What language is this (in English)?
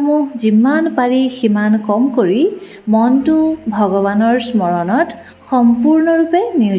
Assamese